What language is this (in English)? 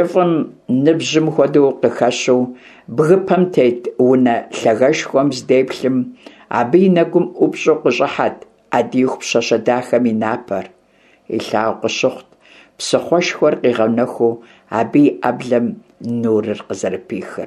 Kabardian